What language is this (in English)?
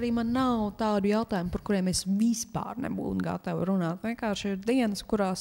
Latvian